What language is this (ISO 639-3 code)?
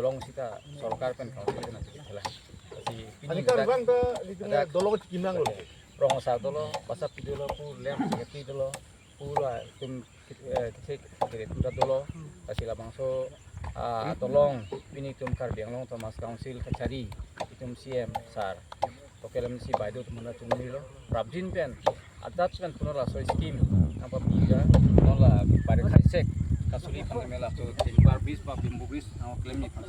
mjw